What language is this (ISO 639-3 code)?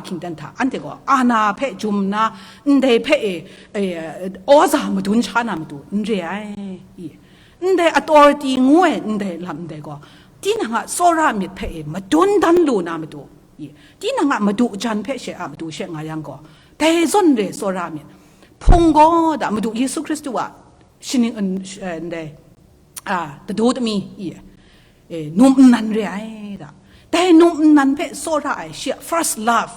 kac